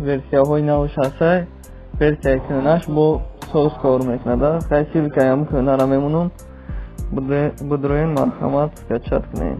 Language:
Tajik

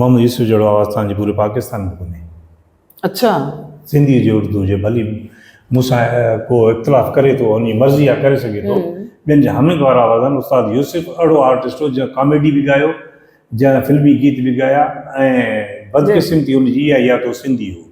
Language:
Sindhi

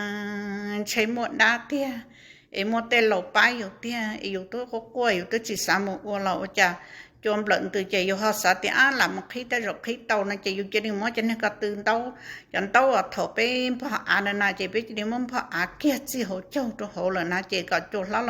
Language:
Hmong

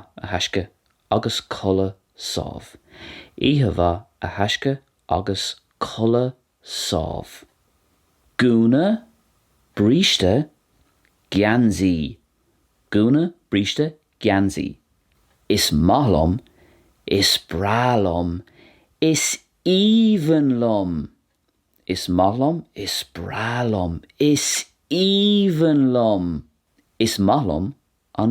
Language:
Irish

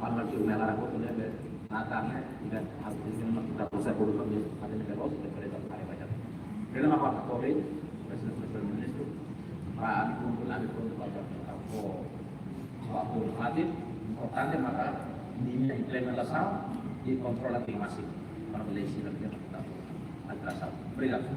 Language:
Tetum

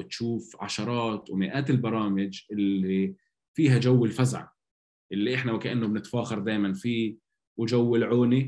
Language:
North Levantine Arabic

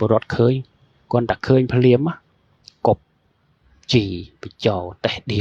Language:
Khmer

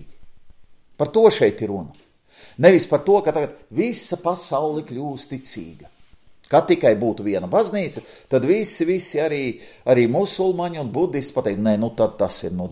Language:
Latvian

